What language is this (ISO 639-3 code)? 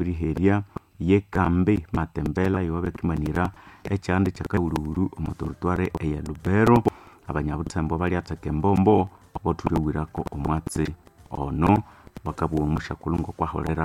nnb